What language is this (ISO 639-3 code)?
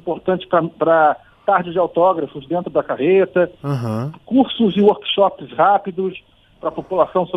por